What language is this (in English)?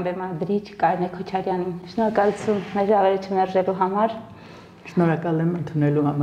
Armenian